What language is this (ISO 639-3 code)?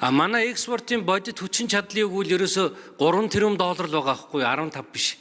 mon